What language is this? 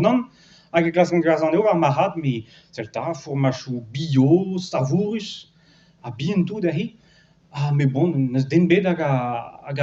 Breton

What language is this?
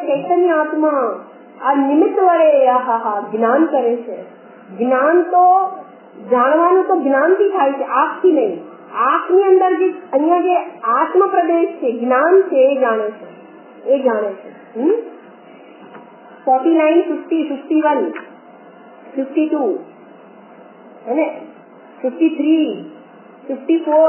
Gujarati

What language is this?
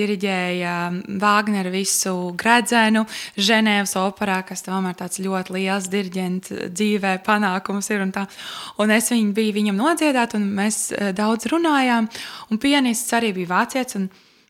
Latvian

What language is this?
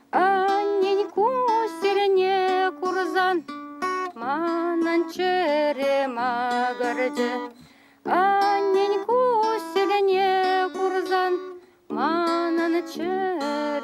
Chuvash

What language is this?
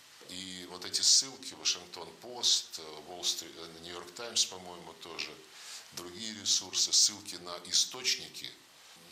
Russian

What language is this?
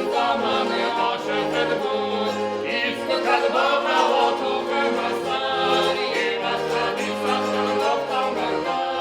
Ossetic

